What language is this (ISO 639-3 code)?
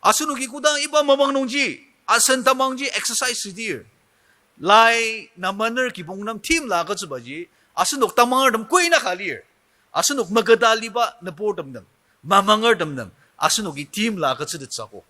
njo